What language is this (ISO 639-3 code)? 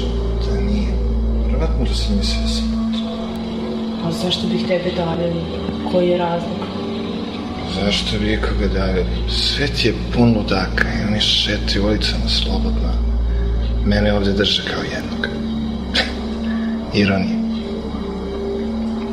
srp